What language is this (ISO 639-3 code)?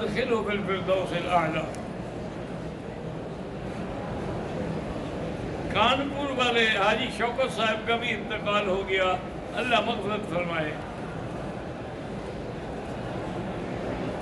urd